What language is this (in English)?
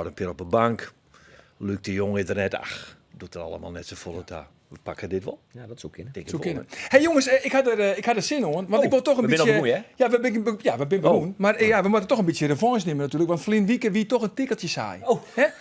Western Frisian